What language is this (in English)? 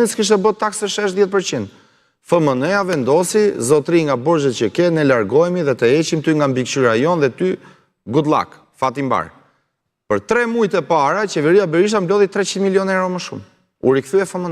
Albanian